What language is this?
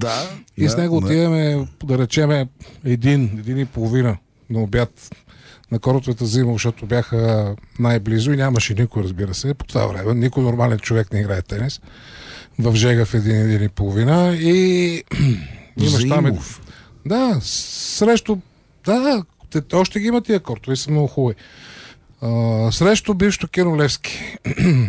Bulgarian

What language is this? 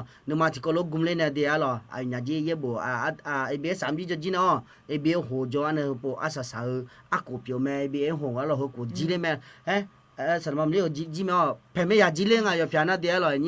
Akha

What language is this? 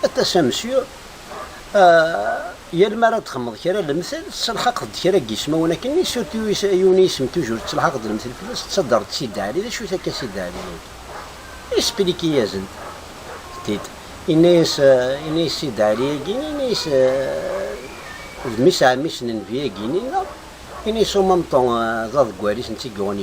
Kabyle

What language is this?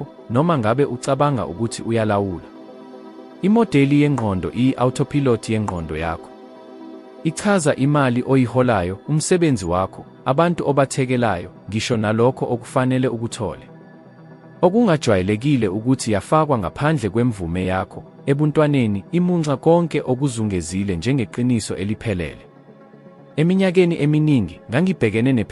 Zulu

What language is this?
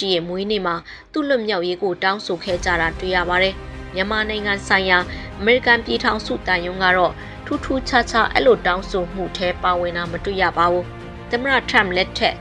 Burmese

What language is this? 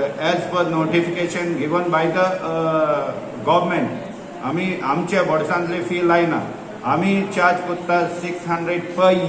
Konkani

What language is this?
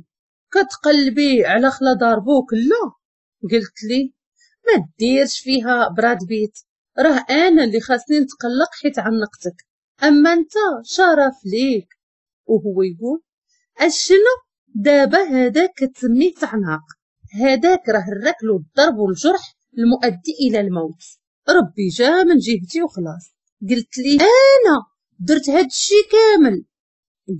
Moroccan Arabic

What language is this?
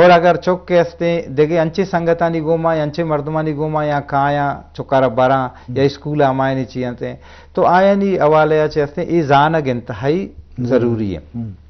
Eastern Balochi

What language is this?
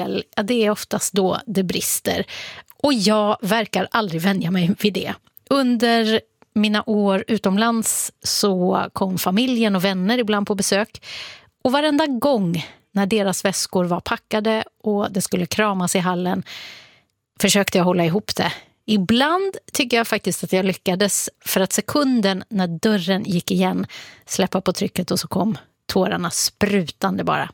Swedish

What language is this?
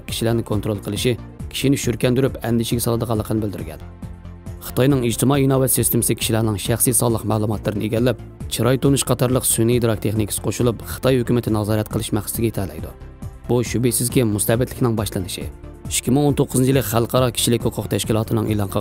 Uyghur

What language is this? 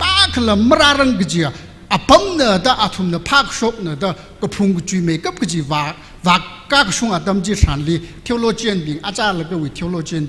Tangkhul Naga (India)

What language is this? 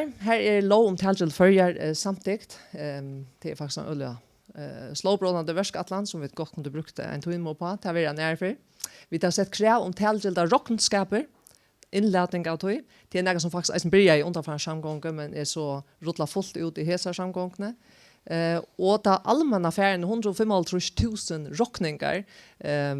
Faroese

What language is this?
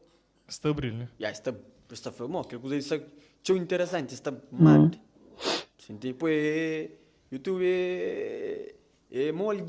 Kabuverdianu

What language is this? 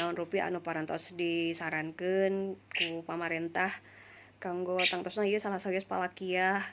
Sundanese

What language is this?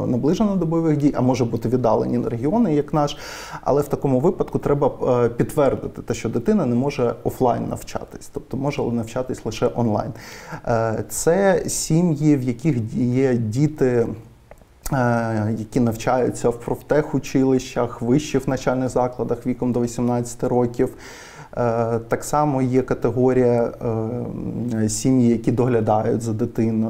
Ukrainian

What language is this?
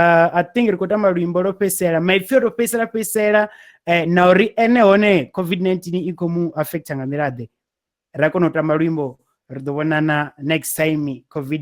Venda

